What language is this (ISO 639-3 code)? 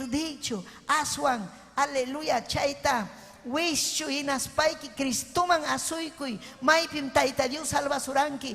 quy